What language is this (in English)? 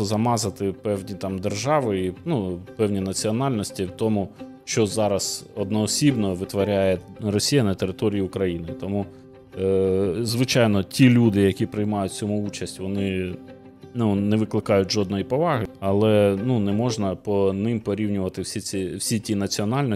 Ukrainian